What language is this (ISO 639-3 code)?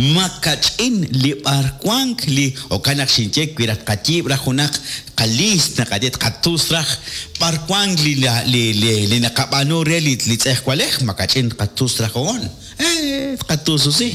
kek